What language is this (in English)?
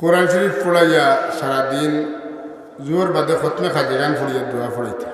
Sylheti